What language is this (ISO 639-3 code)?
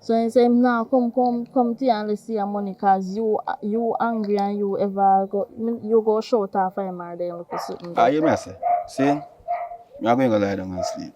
jam